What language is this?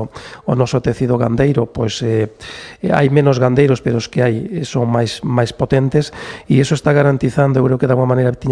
Galician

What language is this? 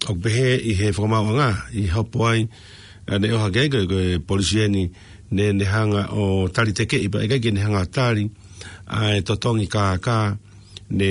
Tongan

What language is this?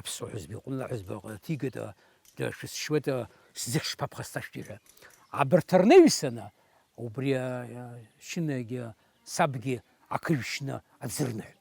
Abkhazian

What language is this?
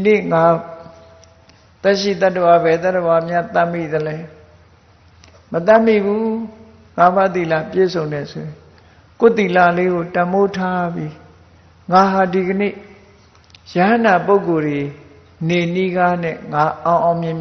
Burmese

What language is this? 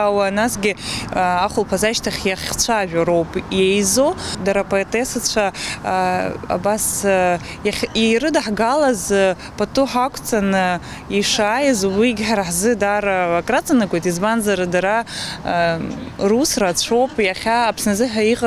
Abkhazian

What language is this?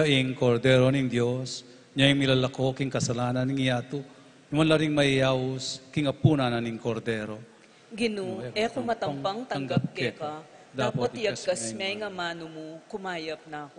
Pampanga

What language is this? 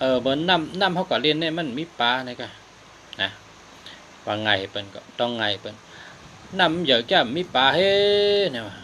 Shan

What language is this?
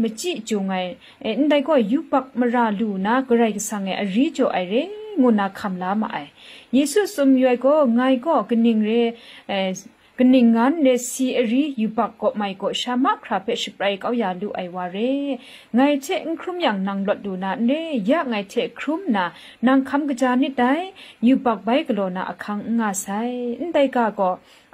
Kachin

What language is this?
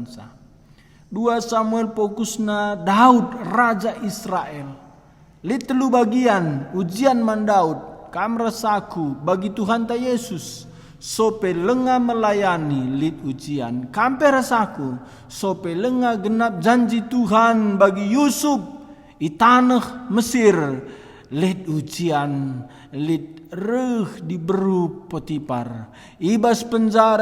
Batak Karo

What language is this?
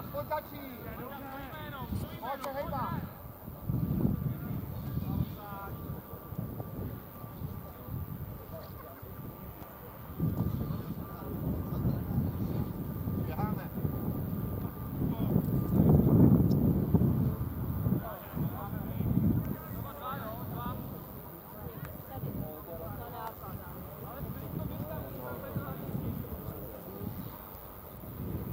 Czech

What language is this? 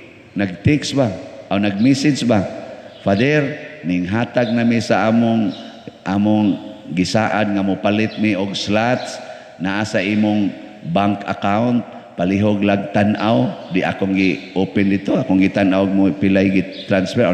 Cebuano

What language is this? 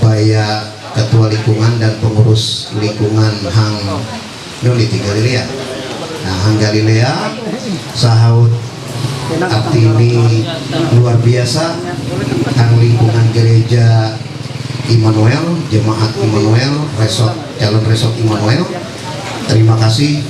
Ma'anyan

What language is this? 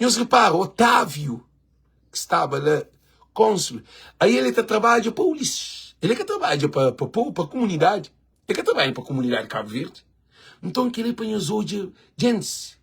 Kabuverdianu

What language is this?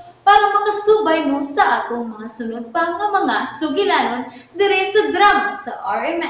Cebuano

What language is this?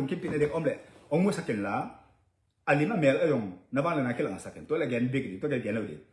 Tedim Chin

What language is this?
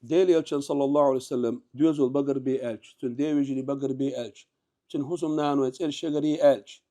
Chechen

